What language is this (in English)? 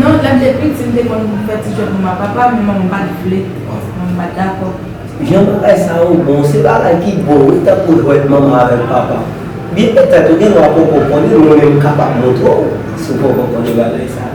Haitian Creole